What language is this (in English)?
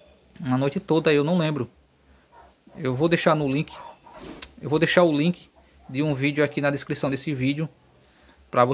Portuguese